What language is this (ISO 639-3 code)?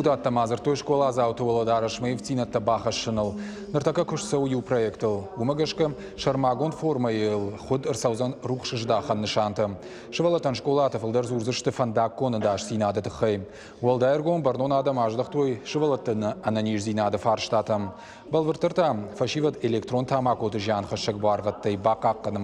oss